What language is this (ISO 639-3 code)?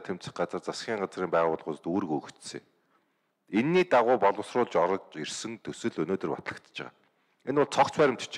mon